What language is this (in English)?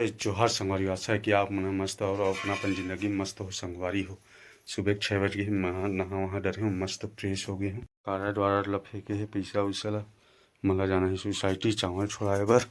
Chhattisgarhi